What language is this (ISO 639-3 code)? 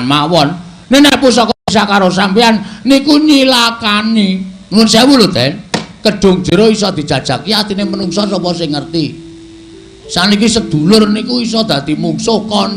jav